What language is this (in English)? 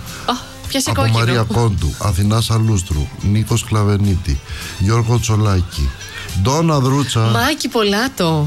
Greek